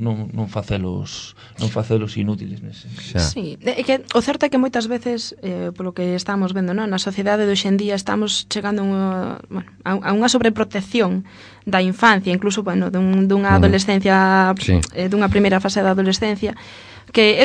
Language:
Galician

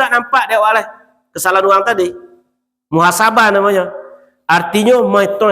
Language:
Minangkabau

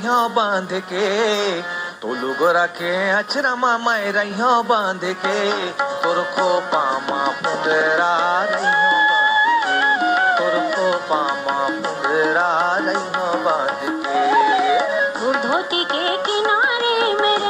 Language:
Chhattisgarhi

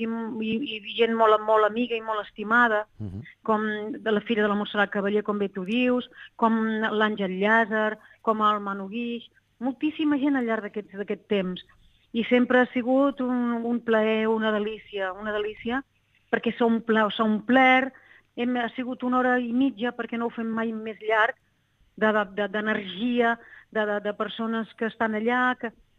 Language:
Catalan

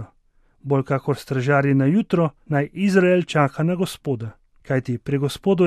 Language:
Slovenian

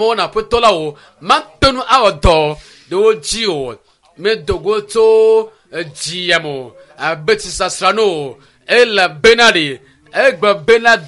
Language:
Ewe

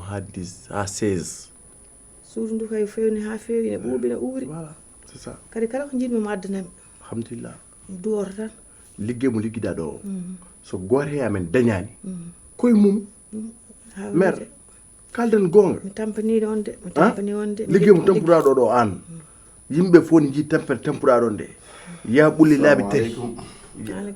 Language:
Fula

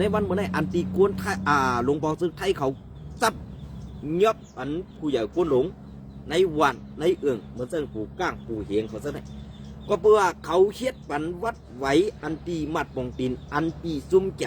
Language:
Shan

